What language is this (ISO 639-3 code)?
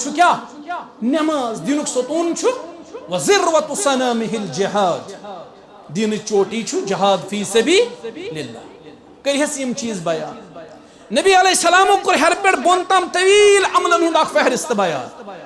kas